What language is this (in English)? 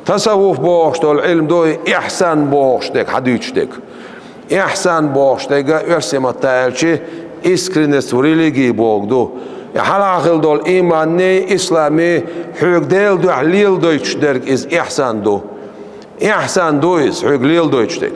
Chechen